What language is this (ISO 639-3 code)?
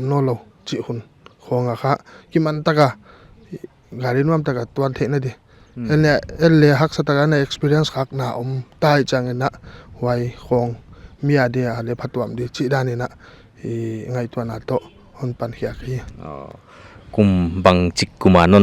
pck